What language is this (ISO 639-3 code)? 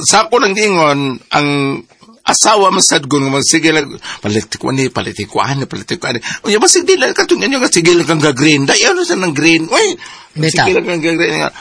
ceb